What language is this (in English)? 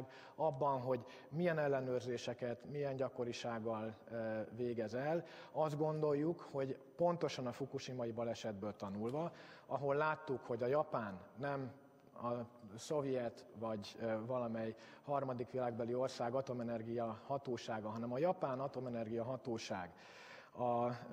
Hungarian